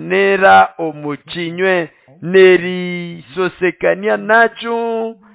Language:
Nande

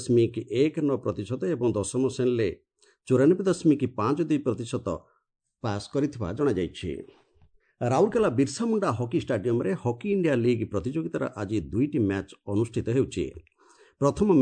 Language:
Odia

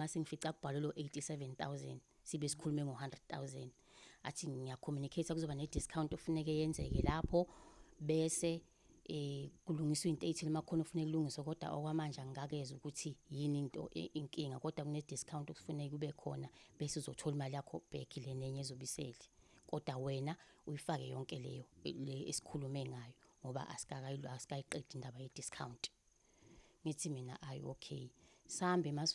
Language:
Zulu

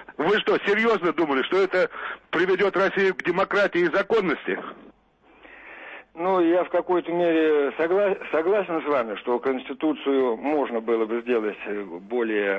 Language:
Russian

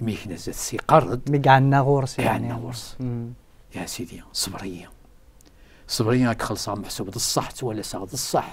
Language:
Kabyle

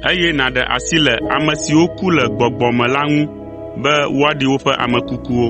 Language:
Ewe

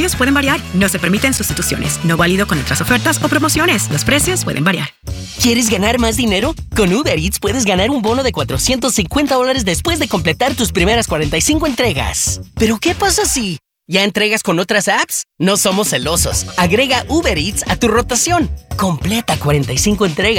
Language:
Spanish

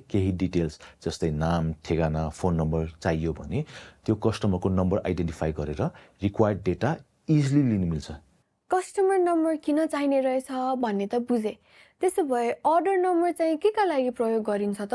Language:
Nepali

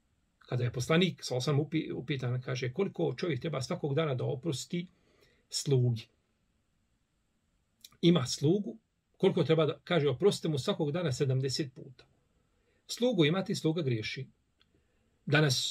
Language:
Bosnian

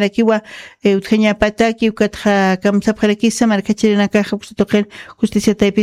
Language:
Aymara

